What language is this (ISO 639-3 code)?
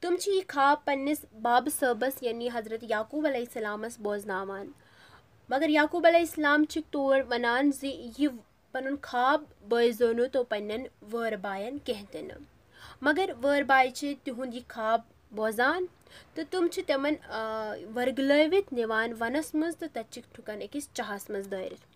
kas